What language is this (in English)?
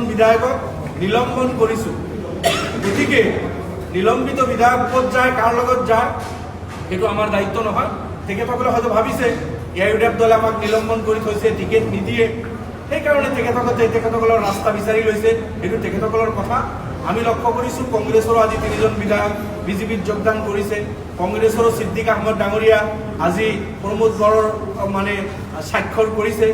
Assamese